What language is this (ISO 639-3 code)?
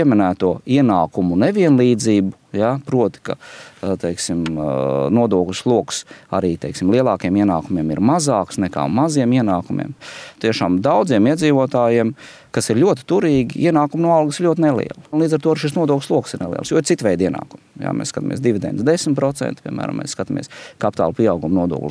lav